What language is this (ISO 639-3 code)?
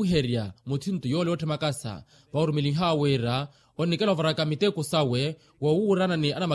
vmw